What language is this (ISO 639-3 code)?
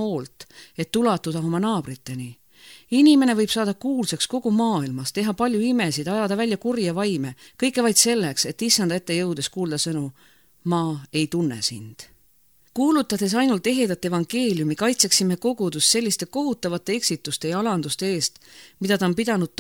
est